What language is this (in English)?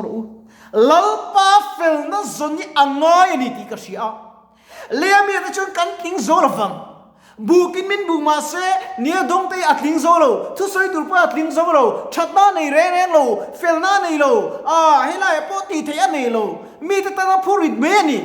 Mizo